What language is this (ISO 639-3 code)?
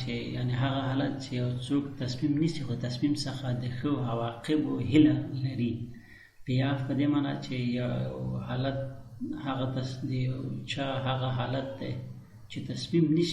pus